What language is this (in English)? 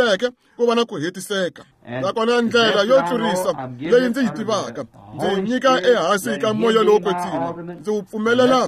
Tsonga